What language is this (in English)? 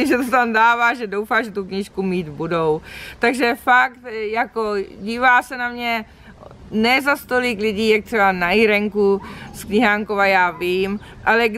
Czech